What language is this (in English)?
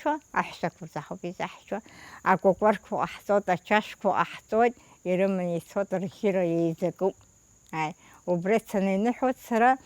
Abkhazian